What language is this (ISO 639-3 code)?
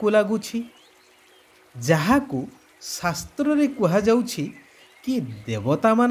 ori